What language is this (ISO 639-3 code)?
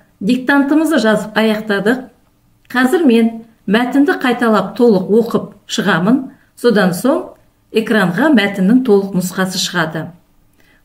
kaz